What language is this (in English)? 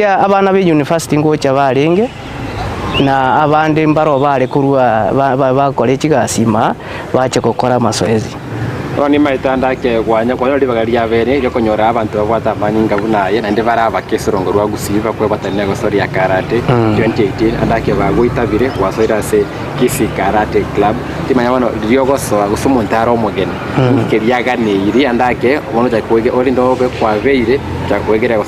Gusii